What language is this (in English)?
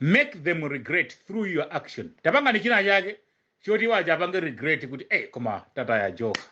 Nyanja